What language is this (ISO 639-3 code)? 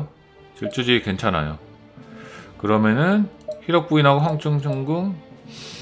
kor